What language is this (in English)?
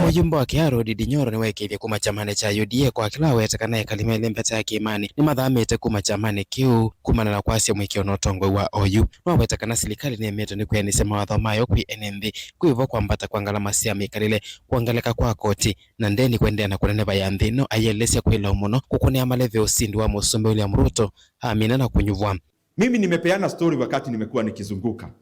Kamba